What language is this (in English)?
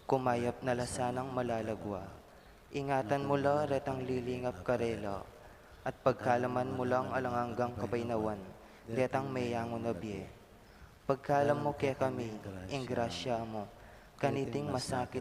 Pampanga